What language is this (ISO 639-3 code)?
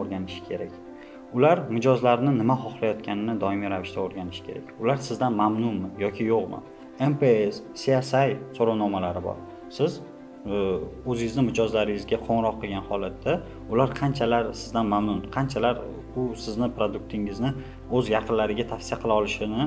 uzb